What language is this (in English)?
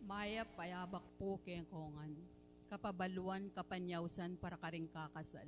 Pampanga